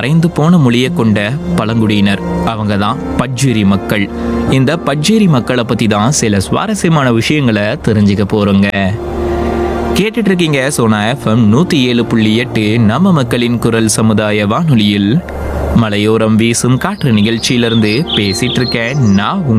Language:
Tamil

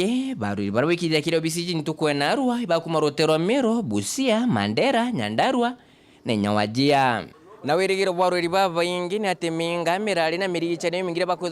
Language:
Meru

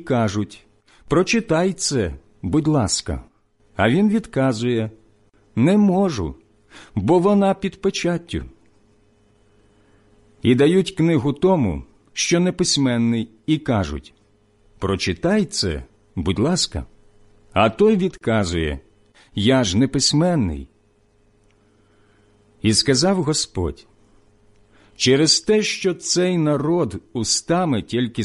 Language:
Ukrainian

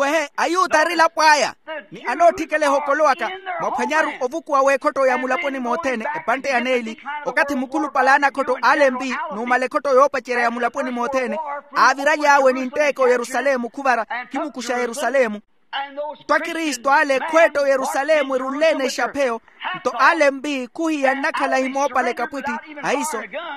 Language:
Makhuwa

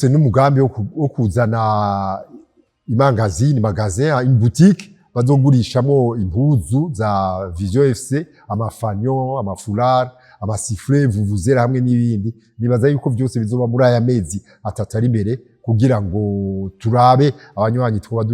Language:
Rundi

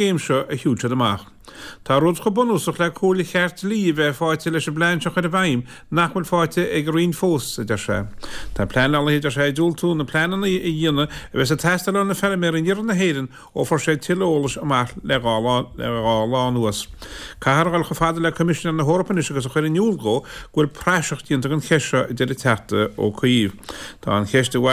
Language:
Irish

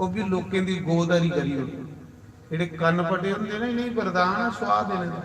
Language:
Dogri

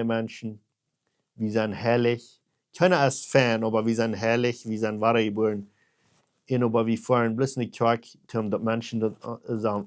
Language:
Plautdietsch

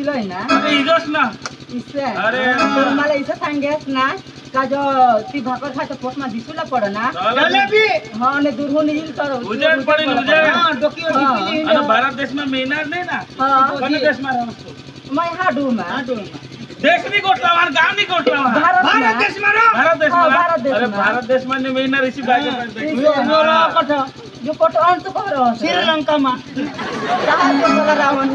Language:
Marathi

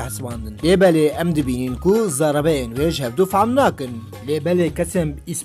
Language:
Kurdish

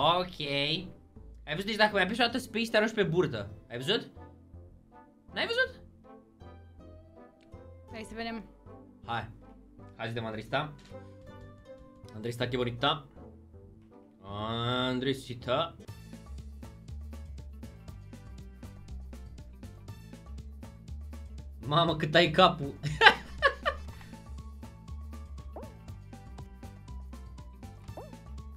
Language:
Romanian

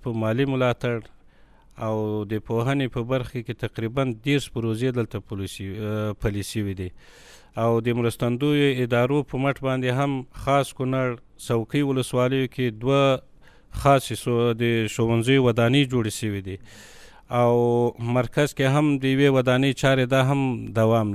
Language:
Pashto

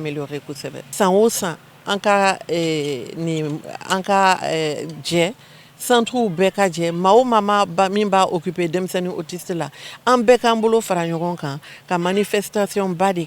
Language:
Bambara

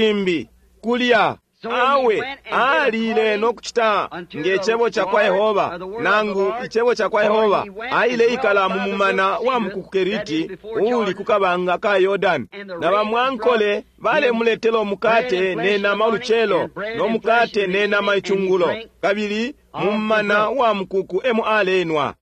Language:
Bemba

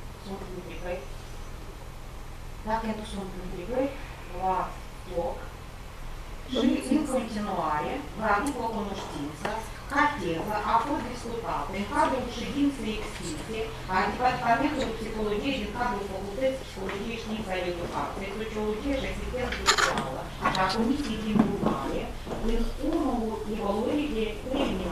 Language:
Romanian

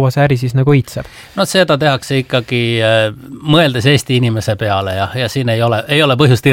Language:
Estonian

